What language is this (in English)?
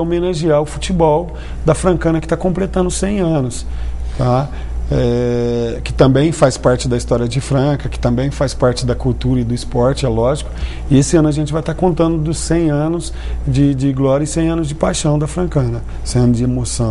Portuguese